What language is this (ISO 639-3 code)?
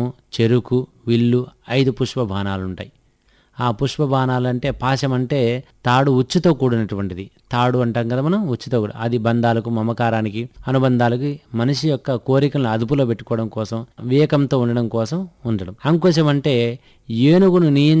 tel